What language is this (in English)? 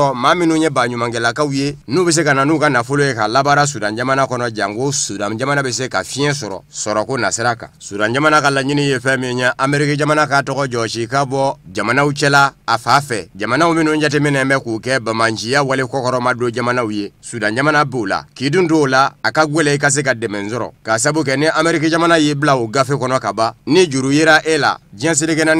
Bambara